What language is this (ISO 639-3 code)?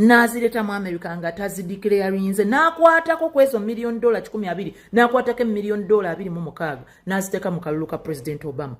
lug